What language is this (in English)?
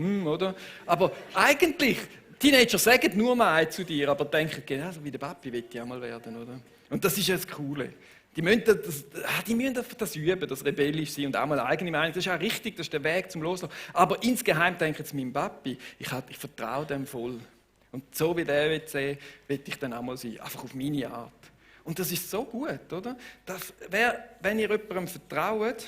Swiss German